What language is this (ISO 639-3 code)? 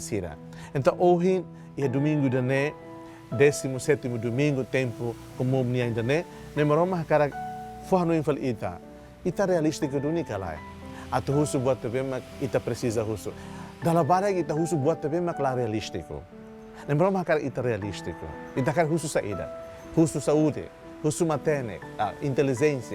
tet